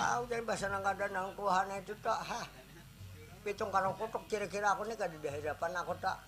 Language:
Banjar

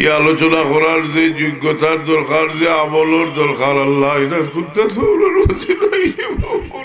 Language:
Sylheti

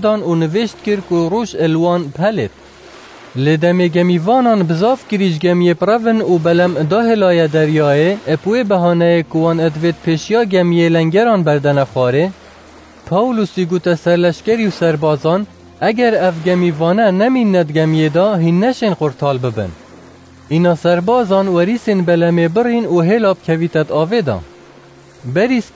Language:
Kurdish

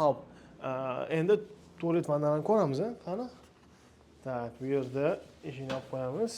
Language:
Uzbek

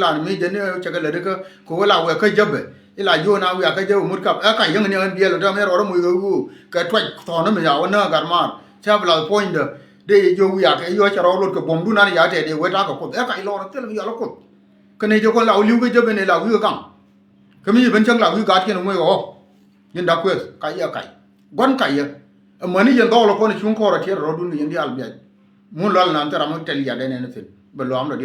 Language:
Nuer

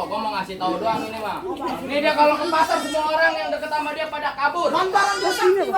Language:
Betawi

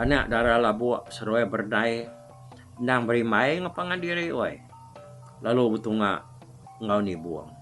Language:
Iban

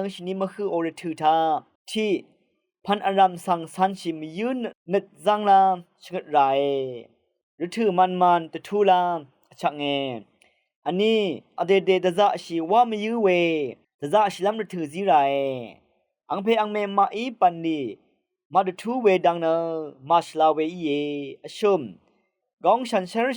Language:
Rawang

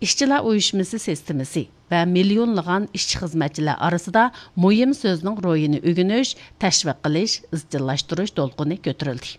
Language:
Uyghur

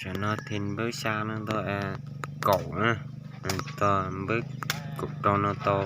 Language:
Hmong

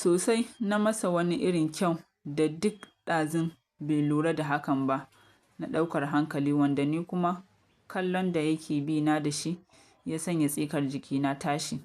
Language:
Hausa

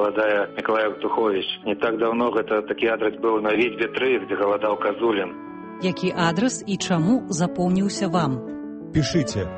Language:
Belarusian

